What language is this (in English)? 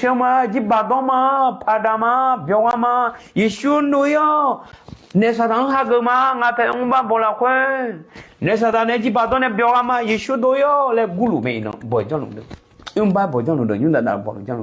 Akha